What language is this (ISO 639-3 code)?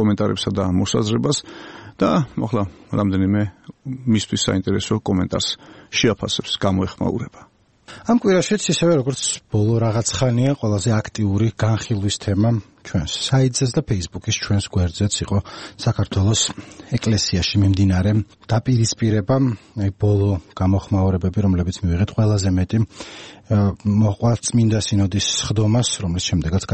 kat